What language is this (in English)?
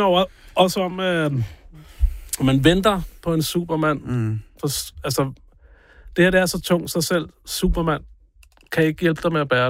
Danish